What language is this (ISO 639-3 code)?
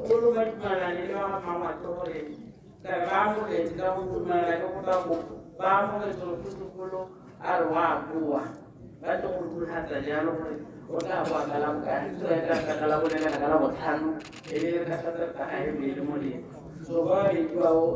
tsn